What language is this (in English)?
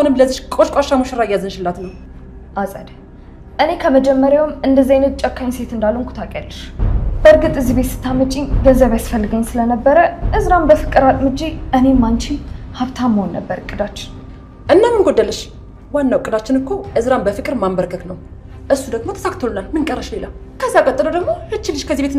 Amharic